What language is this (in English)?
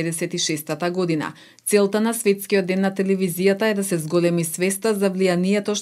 Macedonian